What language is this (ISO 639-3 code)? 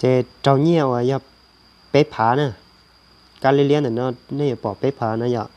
hmn